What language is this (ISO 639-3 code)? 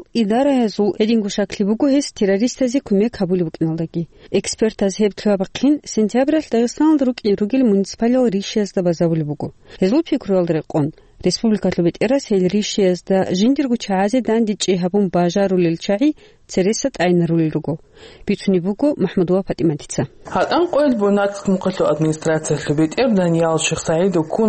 ava